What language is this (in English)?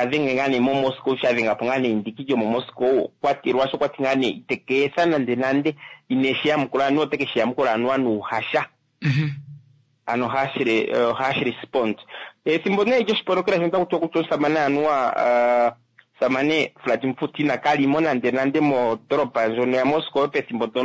Kuanyama